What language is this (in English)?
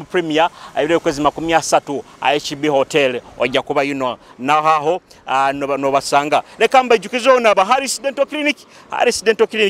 Nyoro